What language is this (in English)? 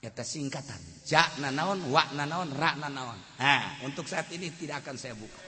Sundanese